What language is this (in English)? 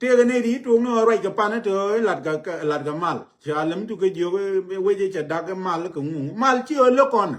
Nuer